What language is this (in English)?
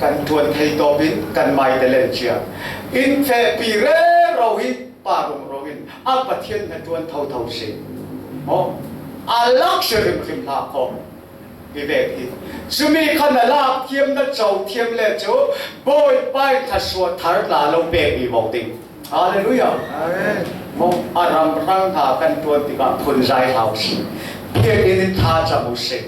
Falam Chin